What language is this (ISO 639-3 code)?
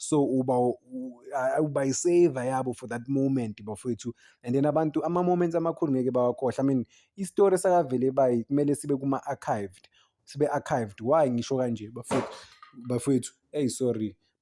zul